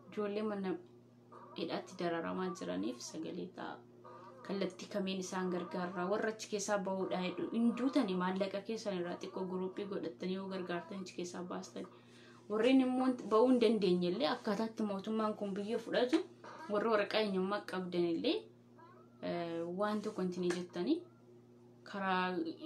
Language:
Oromo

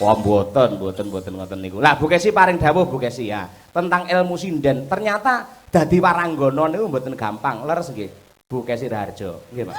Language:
Javanese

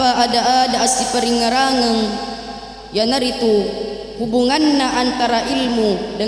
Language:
Buginese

